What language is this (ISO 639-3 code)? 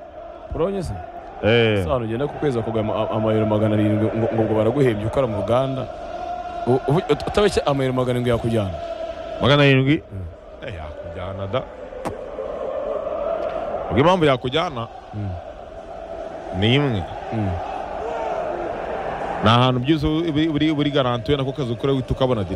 kin